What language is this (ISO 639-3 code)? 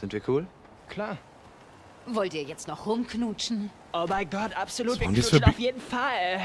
bar